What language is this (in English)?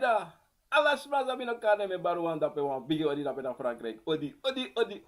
Sranan Tongo